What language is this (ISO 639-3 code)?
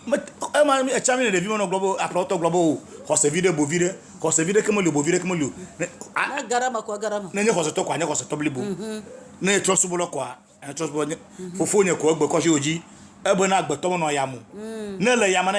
ewe